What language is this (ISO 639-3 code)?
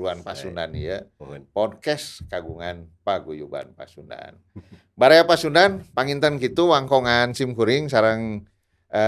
sun